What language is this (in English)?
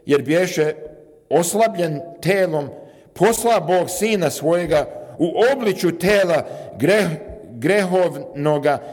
Serbian